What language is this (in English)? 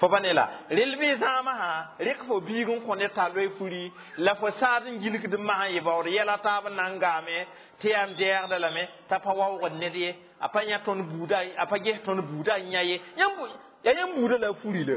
Mossi